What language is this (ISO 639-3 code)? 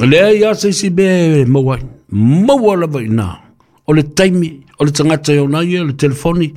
smo